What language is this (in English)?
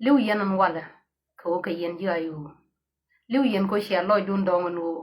Nuer